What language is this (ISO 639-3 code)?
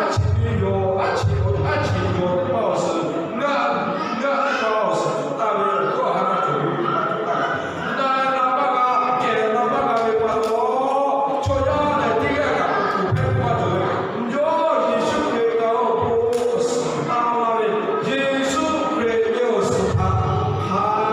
lhu